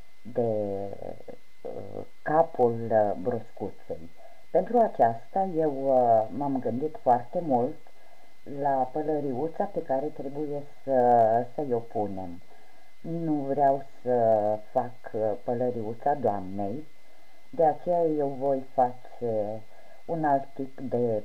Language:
Romanian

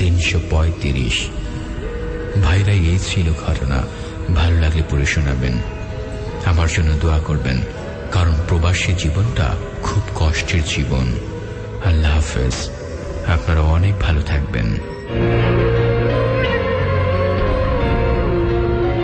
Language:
Bangla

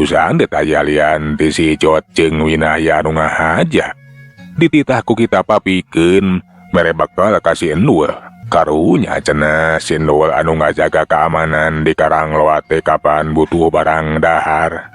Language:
Sundanese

